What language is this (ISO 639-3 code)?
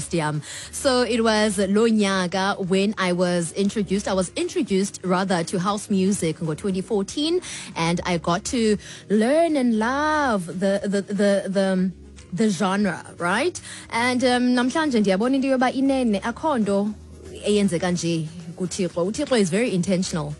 xho